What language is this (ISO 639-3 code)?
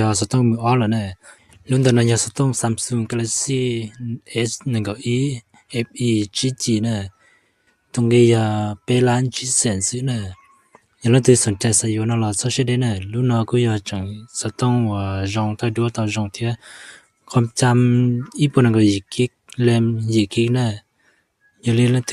hmn